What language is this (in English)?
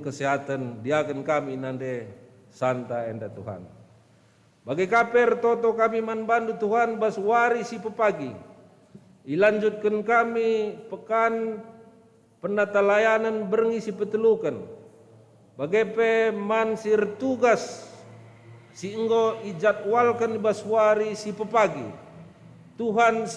Batak Karo